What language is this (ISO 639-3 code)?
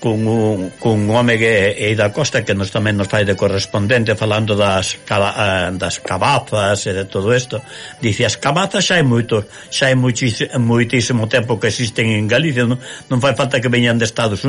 glg